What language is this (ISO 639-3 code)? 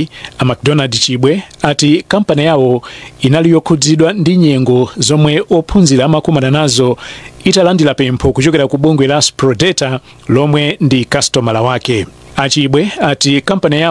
nya